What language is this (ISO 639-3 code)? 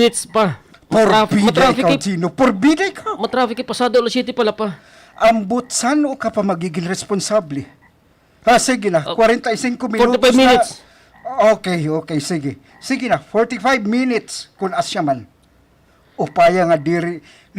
war